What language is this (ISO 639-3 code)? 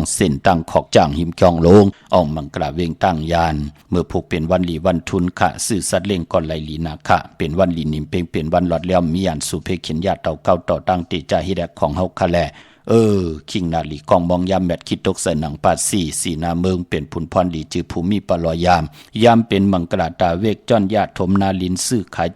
shn